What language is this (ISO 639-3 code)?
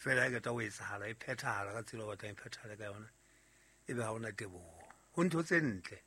sot